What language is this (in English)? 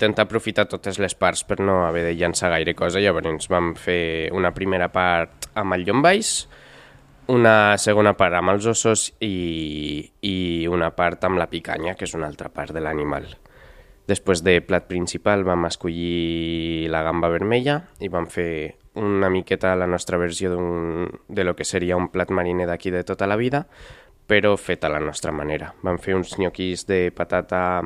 Catalan